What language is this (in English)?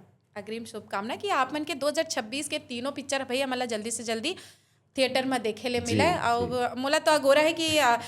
Chhattisgarhi